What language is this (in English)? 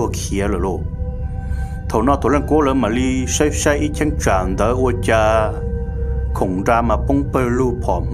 Vietnamese